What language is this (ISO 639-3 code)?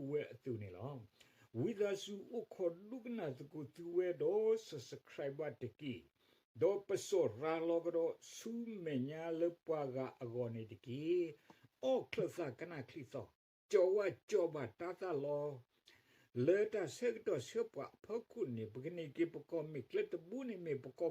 ksw